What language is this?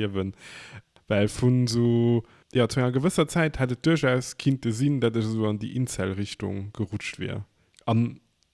Luxembourgish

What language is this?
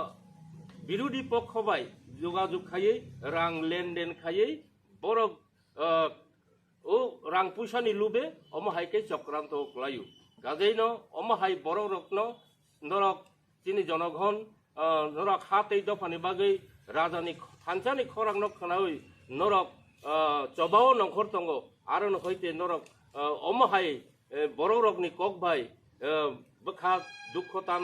Riang (India)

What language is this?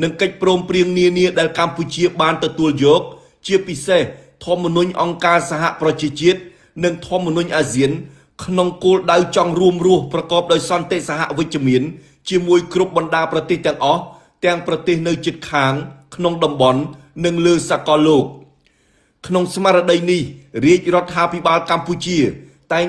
Khmer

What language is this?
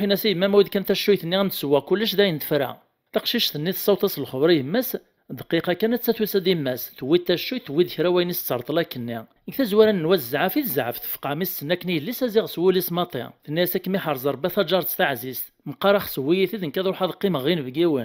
Kabyle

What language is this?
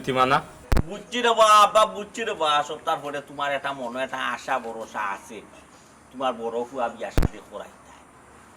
Sylheti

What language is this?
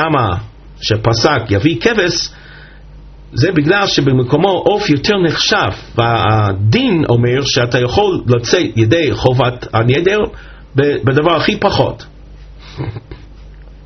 Hebrew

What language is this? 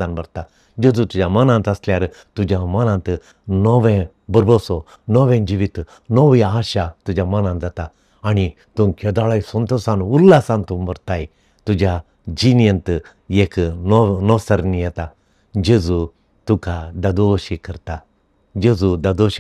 Konkani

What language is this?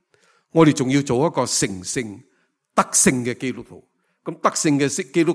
Cantonese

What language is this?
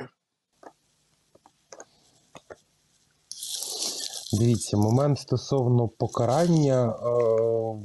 Ukrainian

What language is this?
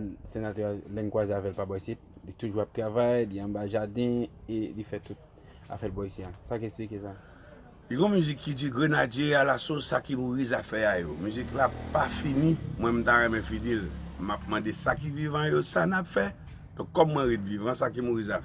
Haitian Creole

